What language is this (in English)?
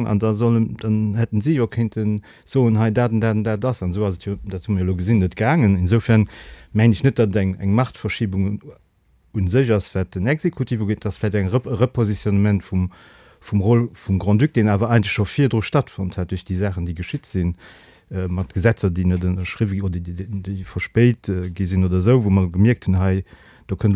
Luxembourgish